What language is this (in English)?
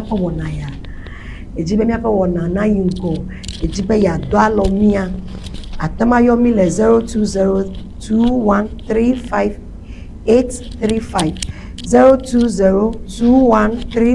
Ewe